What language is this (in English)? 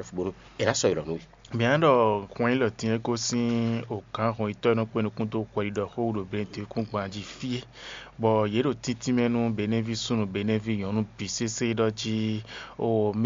Fon